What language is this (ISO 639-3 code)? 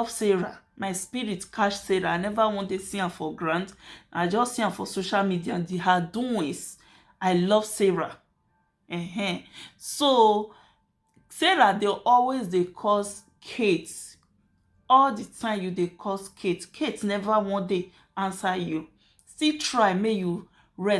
pcm